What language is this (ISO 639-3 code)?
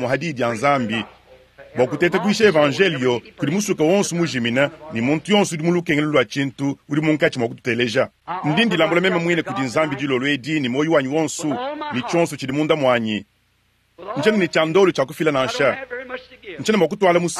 lua